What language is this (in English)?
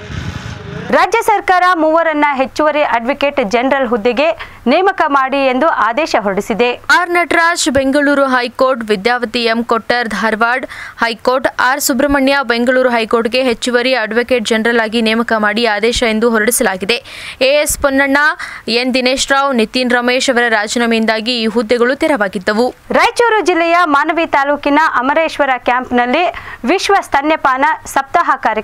Kannada